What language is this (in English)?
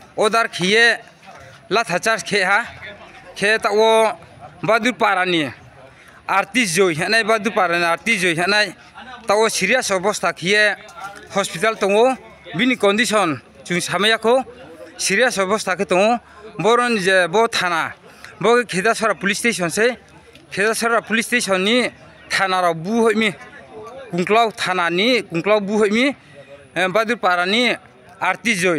Riang (India)